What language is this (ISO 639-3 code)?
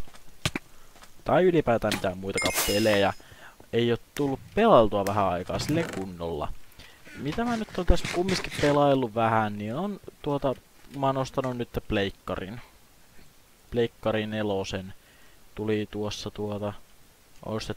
fin